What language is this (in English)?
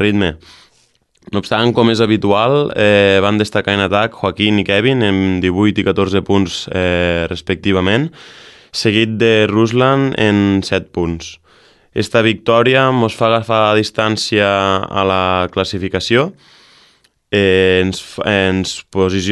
Catalan